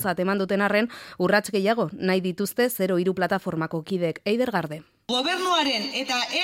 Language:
Basque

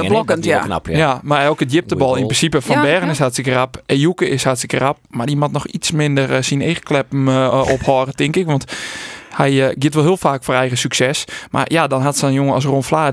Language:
Western Frisian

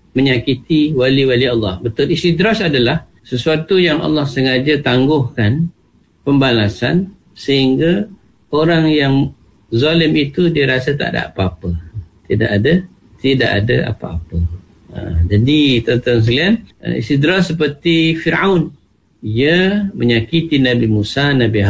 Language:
Malay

